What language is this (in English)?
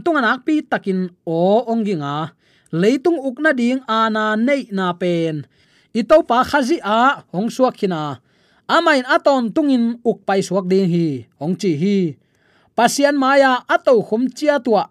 Tedim Chin